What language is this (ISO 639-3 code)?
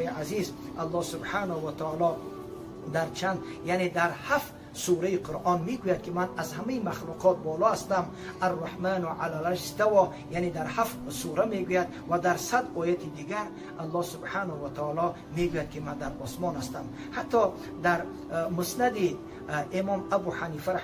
tgk